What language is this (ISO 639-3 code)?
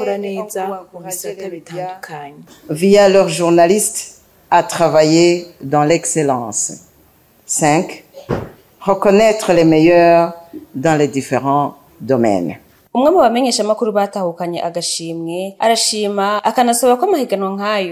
run